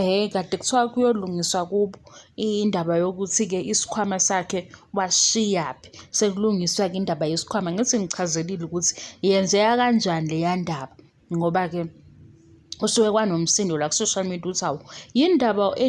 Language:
Zulu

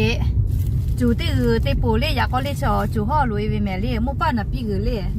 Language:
Lahu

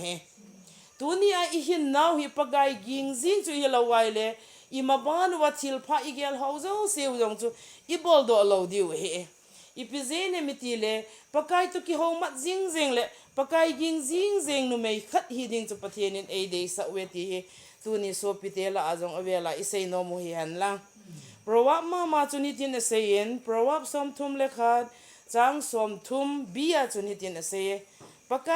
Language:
Thado Chin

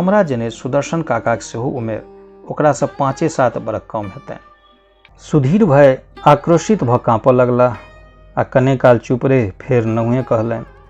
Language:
Maithili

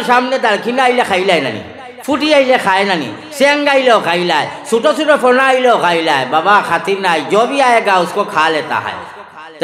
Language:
Sylheti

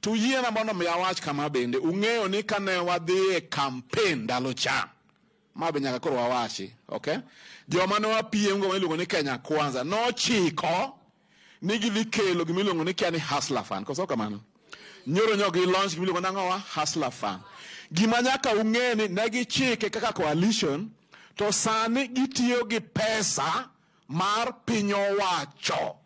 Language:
Luo (Kenya and Tanzania)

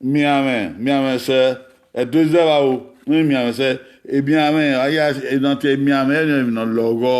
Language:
Bini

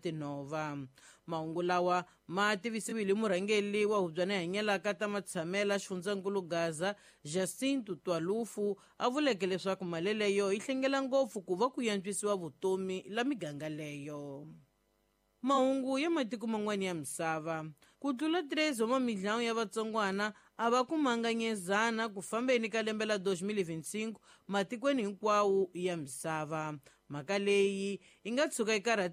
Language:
Tsonga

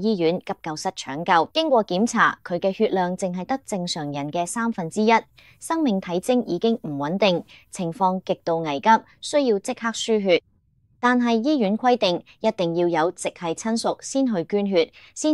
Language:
Cantonese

